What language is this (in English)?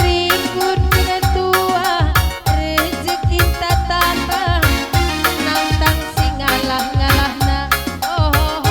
Batak Karo